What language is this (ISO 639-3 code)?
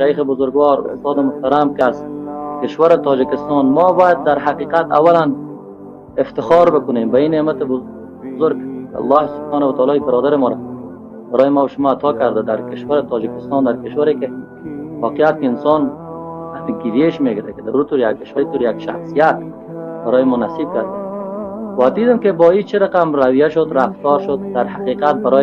fas